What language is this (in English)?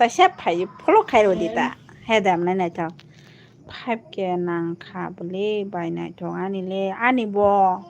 Kok Borok